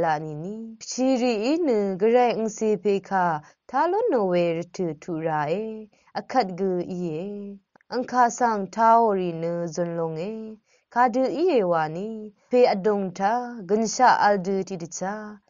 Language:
Rawang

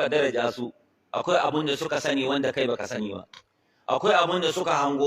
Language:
Hausa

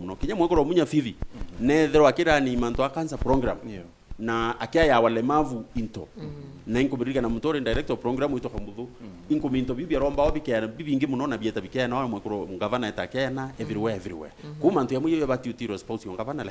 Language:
Meru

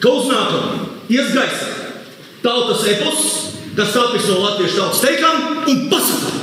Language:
Latvian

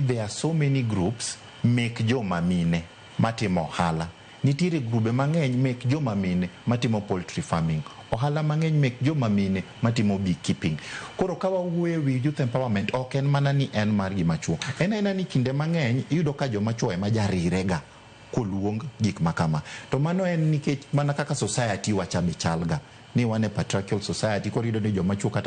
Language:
Luo (Kenya and Tanzania)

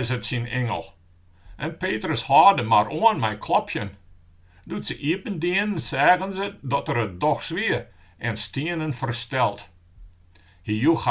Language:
Western Frisian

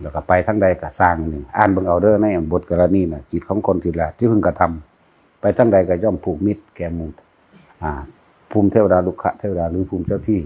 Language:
Northeastern Thai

